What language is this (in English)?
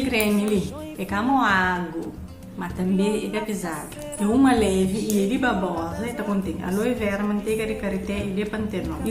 Kabuverdianu